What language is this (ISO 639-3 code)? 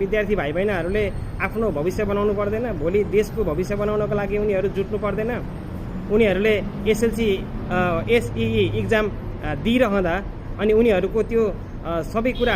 nep